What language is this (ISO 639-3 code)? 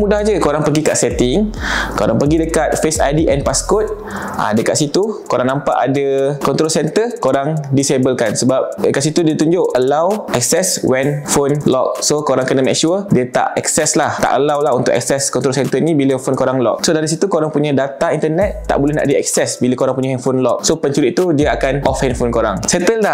msa